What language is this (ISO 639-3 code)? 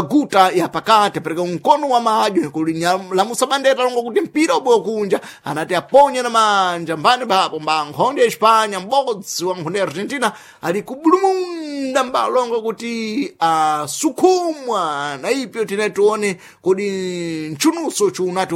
seh